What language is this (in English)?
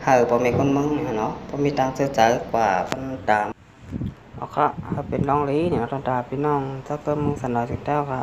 Shan